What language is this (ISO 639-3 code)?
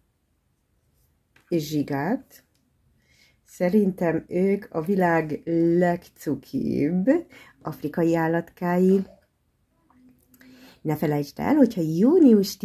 hun